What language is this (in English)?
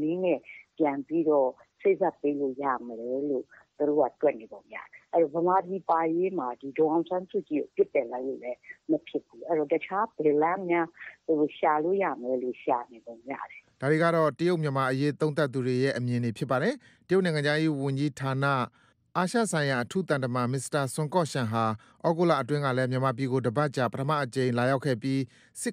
Burmese